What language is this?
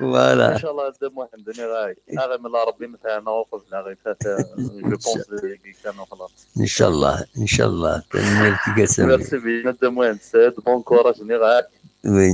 Kabyle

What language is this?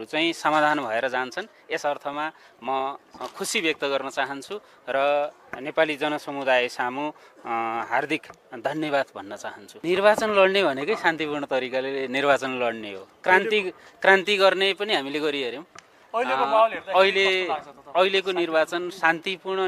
Nepali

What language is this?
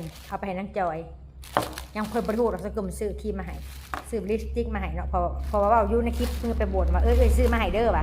Northeastern Thai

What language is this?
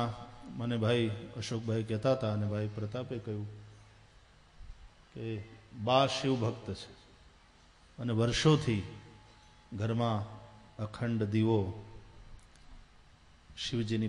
Gujarati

